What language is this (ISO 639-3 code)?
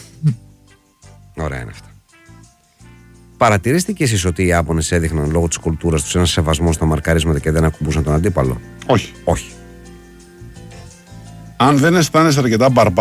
ell